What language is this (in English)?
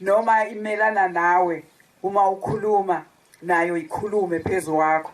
Zulu